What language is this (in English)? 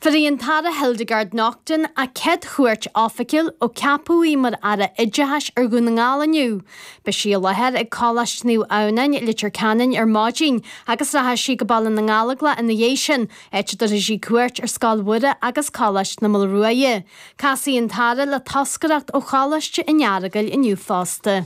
Irish